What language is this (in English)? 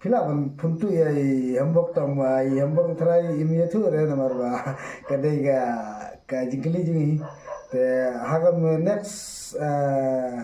Khasi